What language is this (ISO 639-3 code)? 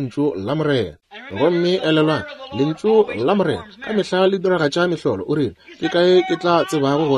nso